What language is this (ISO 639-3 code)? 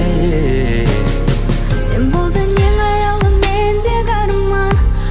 kaz